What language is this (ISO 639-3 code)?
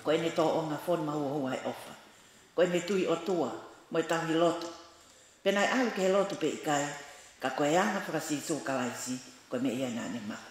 ton